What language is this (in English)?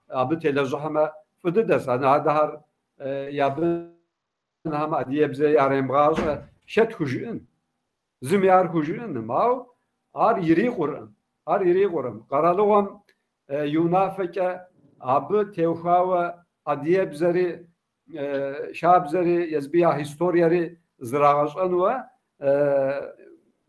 Kabardian